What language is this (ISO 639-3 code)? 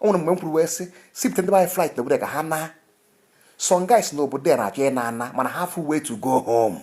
ibo